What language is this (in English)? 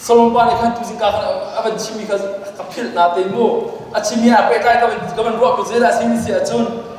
Hakha Chin